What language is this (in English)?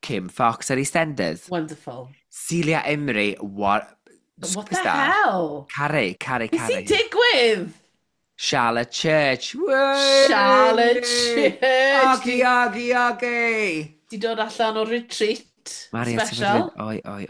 Welsh